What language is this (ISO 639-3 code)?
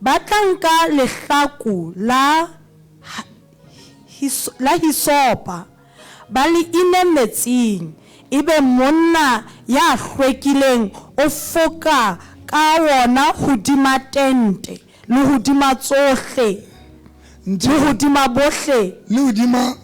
sot